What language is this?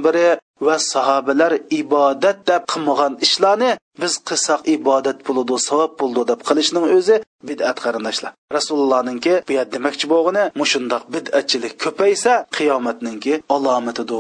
Uyghur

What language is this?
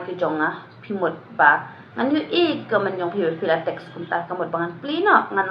Khasi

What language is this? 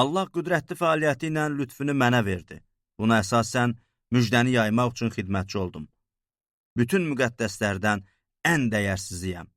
Azerbaijani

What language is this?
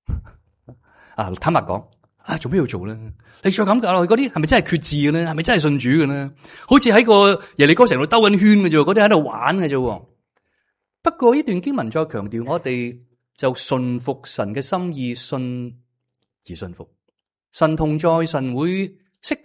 Cantonese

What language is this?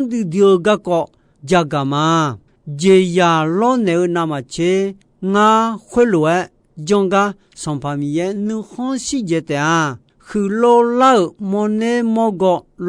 Akha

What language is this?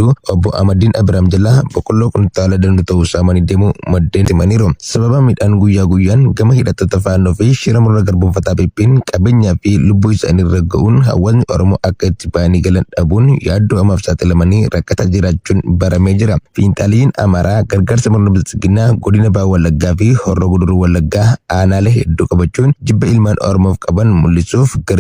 Oromo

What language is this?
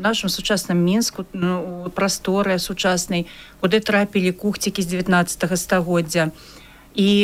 Belarusian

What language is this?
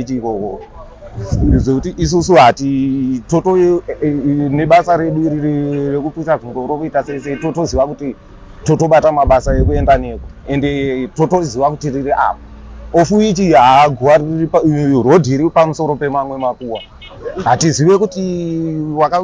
Shona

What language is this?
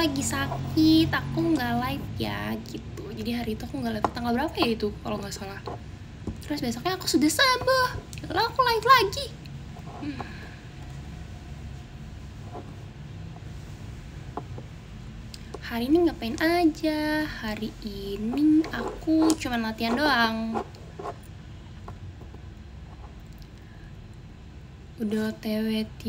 Indonesian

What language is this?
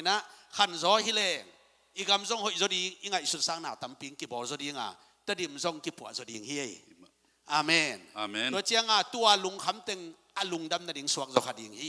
Tedim Chin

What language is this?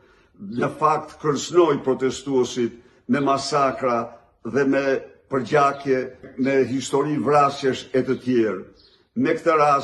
Albanian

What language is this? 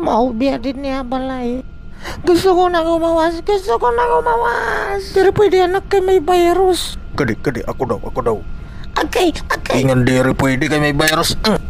Waray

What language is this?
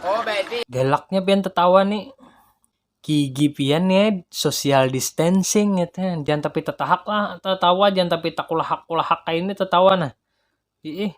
Banjar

